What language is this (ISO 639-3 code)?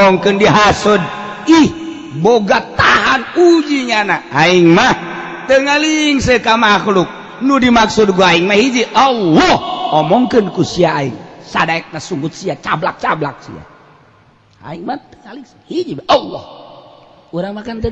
sun